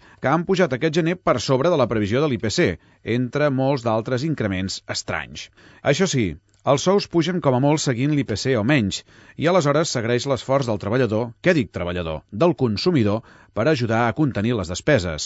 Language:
Catalan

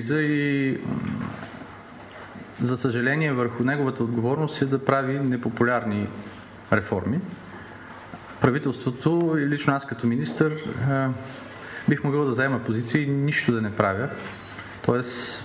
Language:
Bulgarian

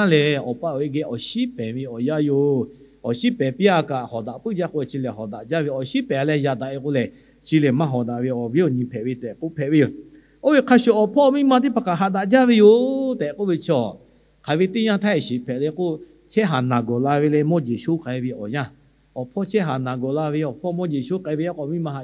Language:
Lahu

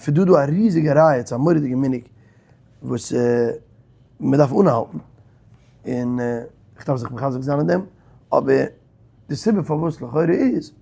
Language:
Yiddish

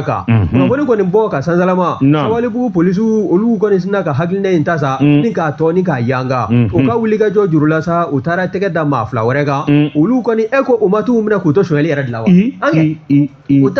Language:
Bambara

